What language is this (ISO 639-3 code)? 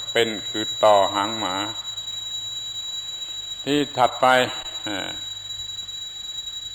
tha